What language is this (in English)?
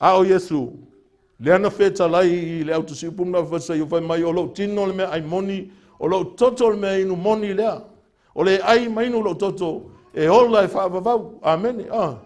Samoan